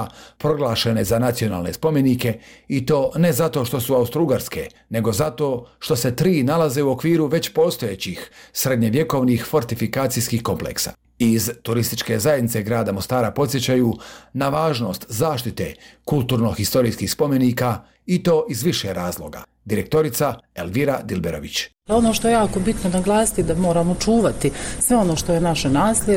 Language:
Bosnian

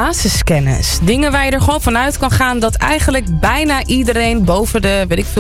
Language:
Dutch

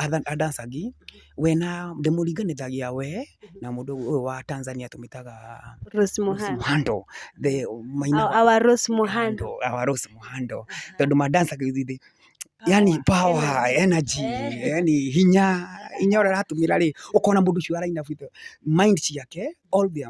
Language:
Kikuyu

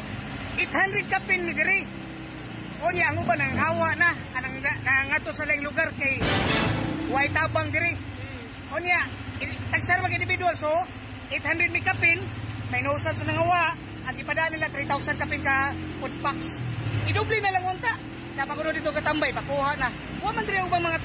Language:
Cebuano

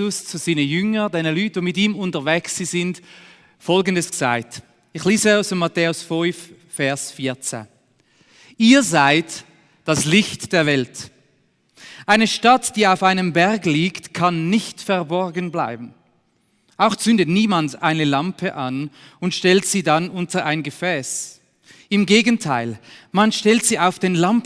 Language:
Swiss German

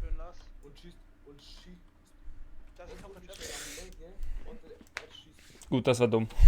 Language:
Swiss German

